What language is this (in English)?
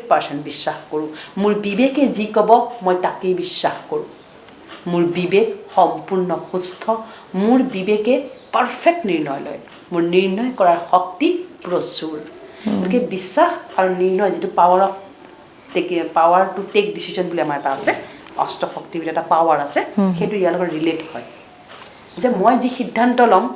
Assamese